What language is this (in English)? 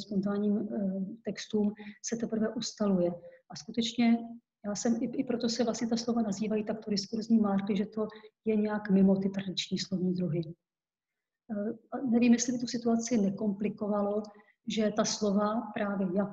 Czech